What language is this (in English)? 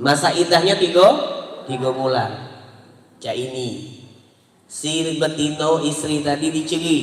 Musi